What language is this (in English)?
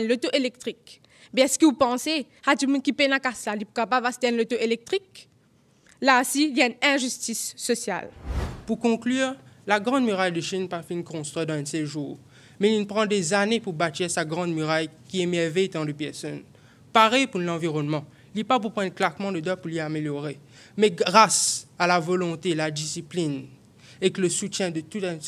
Morisyen